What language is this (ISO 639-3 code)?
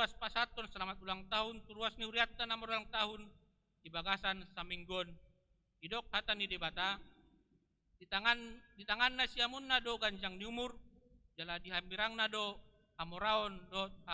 bbc